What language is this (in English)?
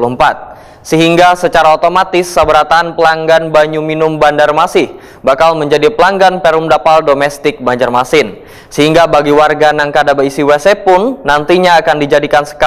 Banjar